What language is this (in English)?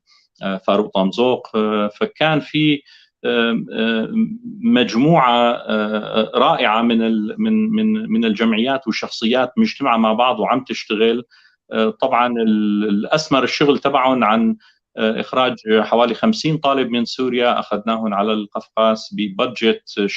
North Levantine Arabic